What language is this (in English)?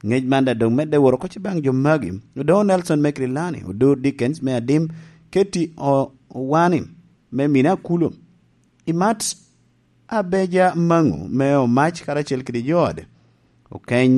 Lango (Uganda)